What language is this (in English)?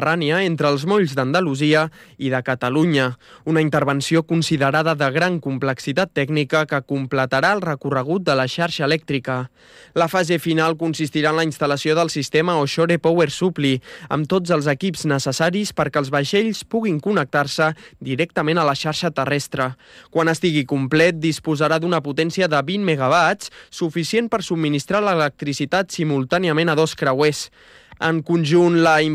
Catalan